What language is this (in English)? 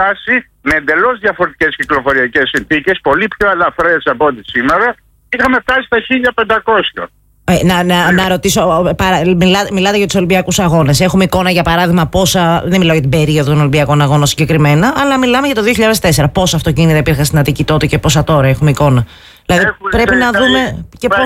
Greek